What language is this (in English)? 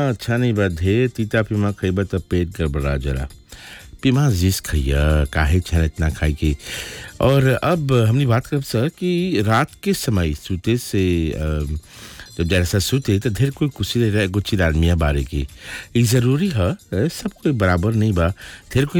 Bhojpuri